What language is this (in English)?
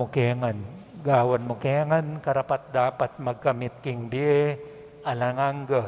Pampanga